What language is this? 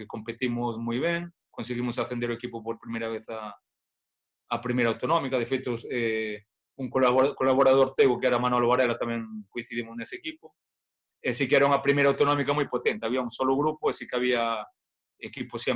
Galician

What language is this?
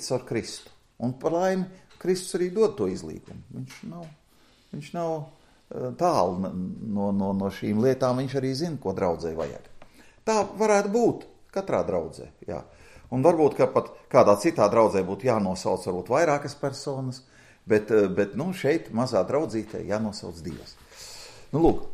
Latvian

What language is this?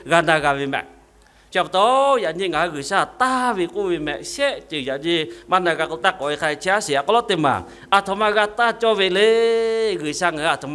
Lahu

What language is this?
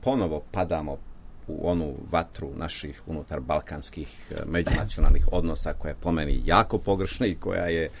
Serbian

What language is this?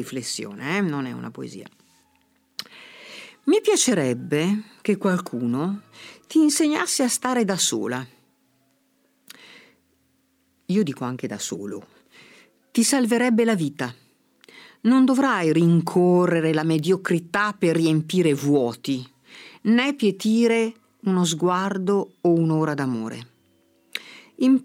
Italian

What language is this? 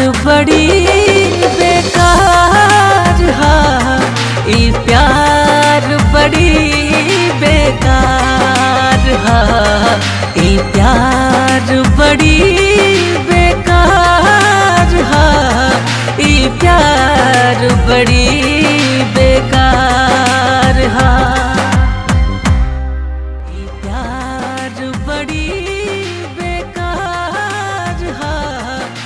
Bhojpuri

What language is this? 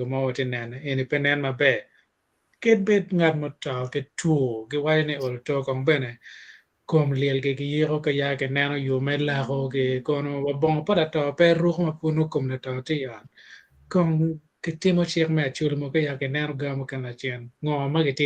Acoli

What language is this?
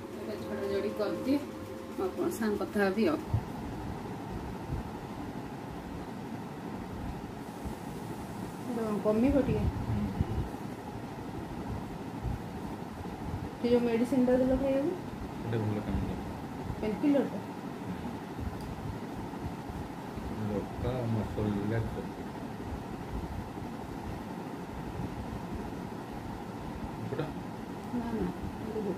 Odia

